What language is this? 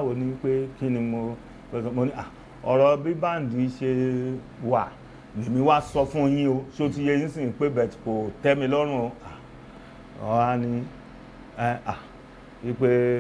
Yoruba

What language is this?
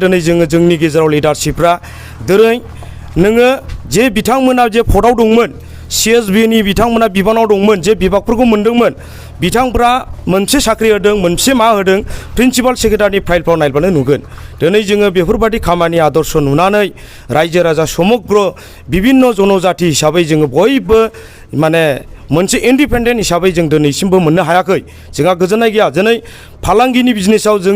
Bodo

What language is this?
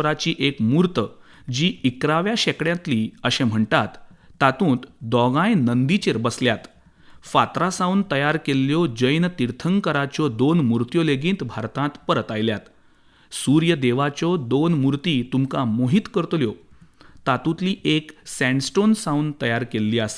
Konkani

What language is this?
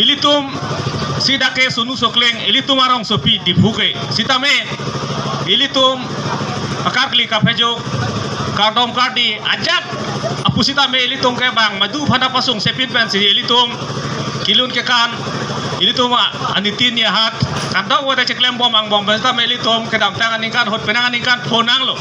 Karbi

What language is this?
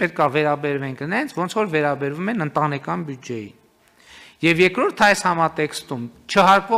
Armenian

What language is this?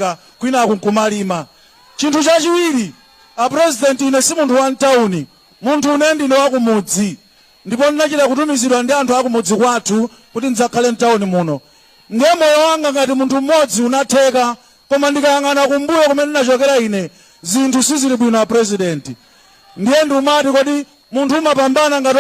Nyanja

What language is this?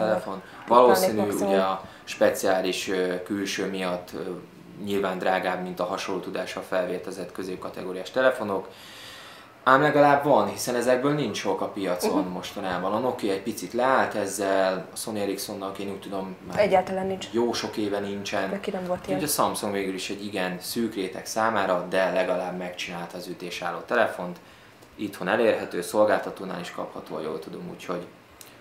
Hungarian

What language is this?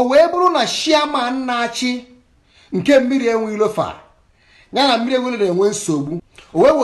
Igbo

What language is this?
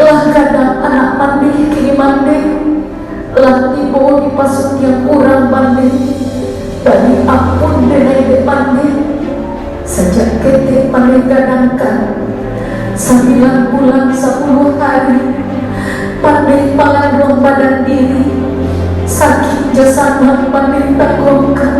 Minangkabau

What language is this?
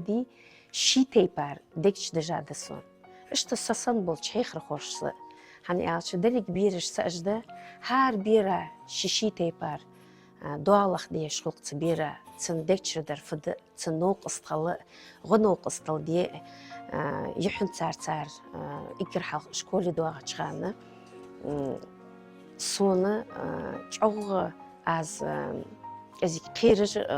Ingush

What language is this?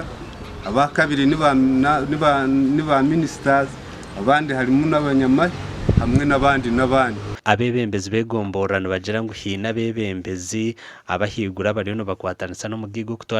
Nyankole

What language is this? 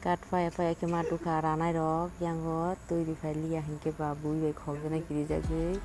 Kok Borok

